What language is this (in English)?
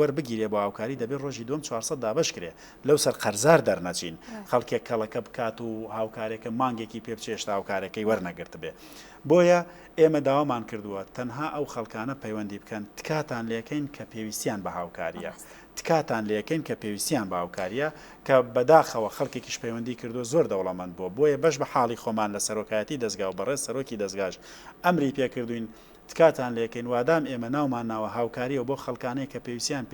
Central Kurdish